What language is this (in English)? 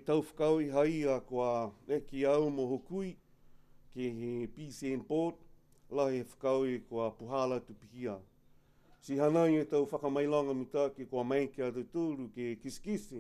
Niuean